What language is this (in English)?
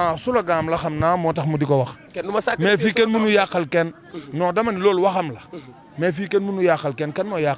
Wolof